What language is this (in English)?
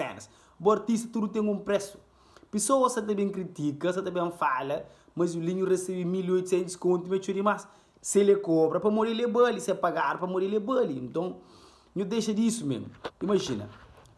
Kabuverdianu